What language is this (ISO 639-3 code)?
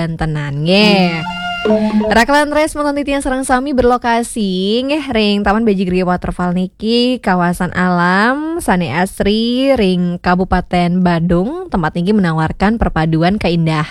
ban